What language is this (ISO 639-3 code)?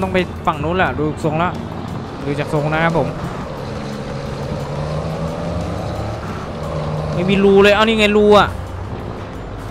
tha